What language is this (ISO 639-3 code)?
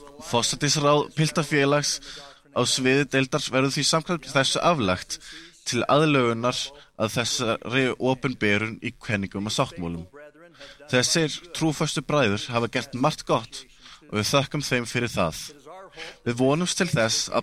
isl